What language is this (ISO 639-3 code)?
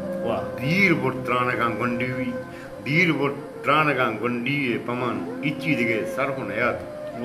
bal